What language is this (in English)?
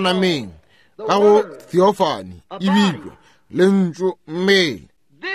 Northern Sotho